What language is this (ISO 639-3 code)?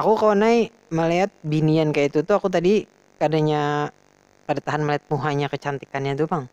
bjn